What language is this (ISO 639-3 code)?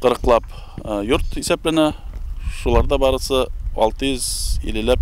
bak